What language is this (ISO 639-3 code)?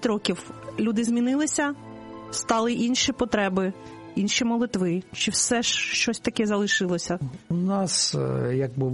ukr